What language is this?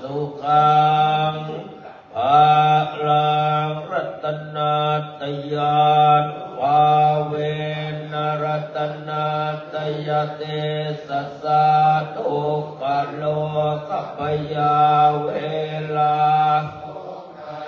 Pali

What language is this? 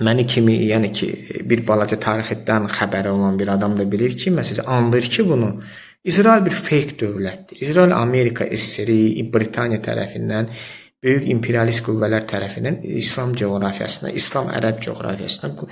Azerbaijani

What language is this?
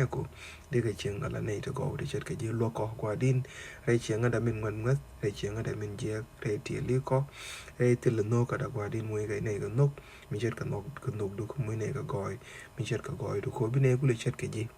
Nuer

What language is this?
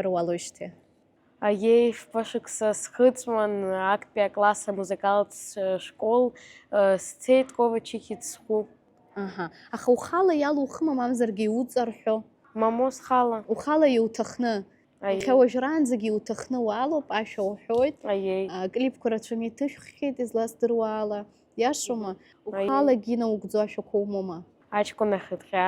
Abkhazian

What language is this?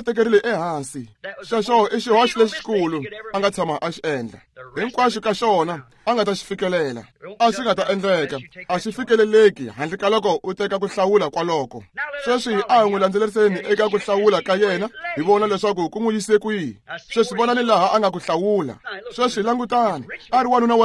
Tsonga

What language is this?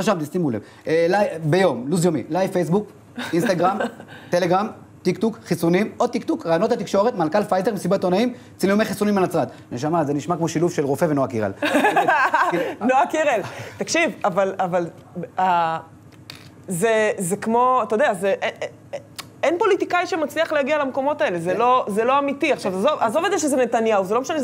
Hebrew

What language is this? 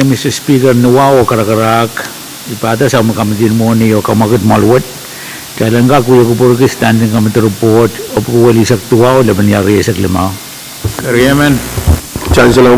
Pohnpeian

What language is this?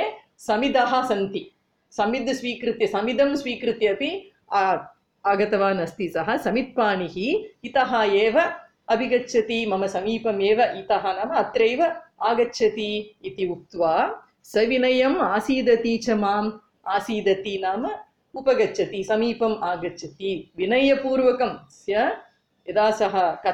Sanskrit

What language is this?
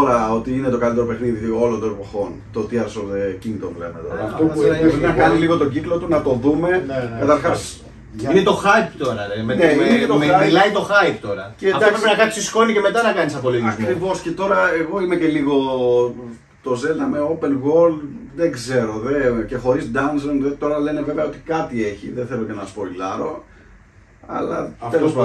Greek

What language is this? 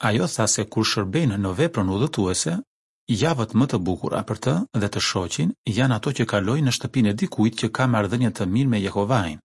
Albanian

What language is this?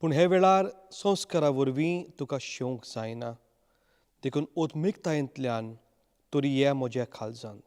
Konkani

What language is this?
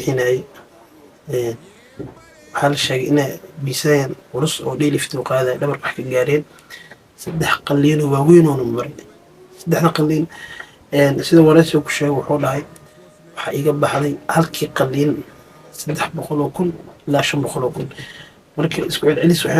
Somali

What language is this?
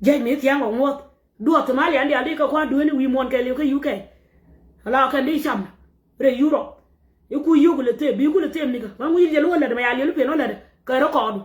Nuer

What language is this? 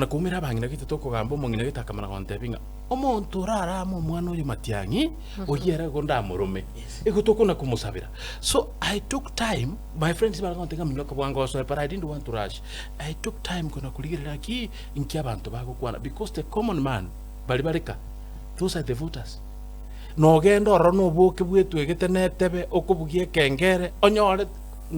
Gusii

